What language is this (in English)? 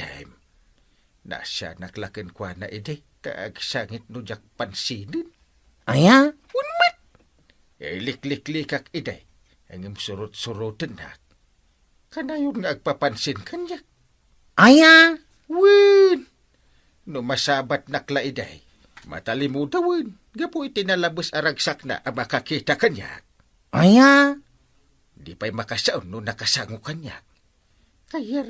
Iloko